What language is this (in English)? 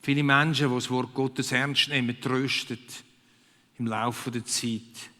Swiss German